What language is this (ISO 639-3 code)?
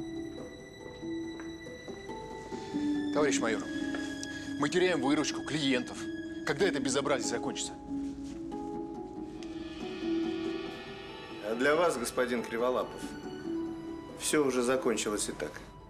rus